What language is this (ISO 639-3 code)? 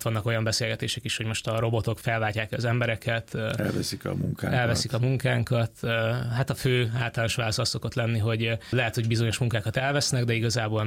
hun